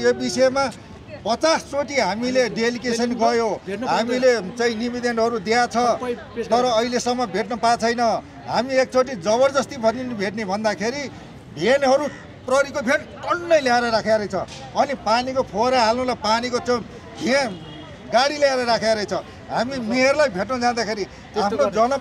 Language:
Nepali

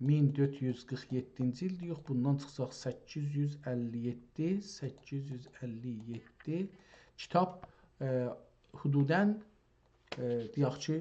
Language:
South Azerbaijani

